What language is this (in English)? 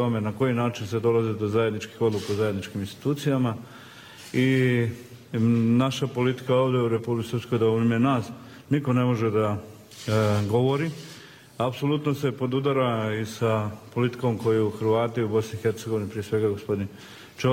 Bosnian